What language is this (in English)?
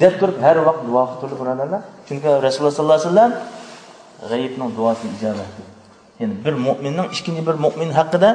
Uyghur